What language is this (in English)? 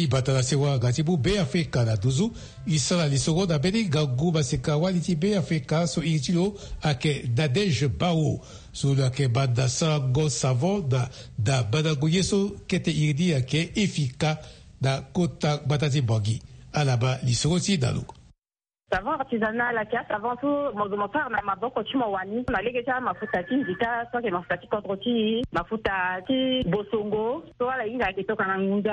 Sango